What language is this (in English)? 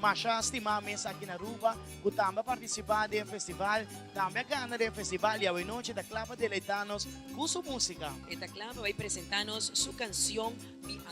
Papiamento